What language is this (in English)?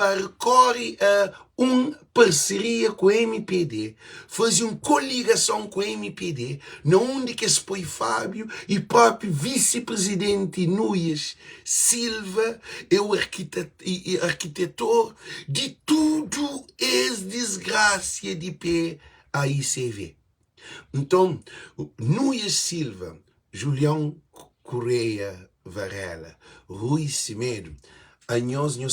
Kabuverdianu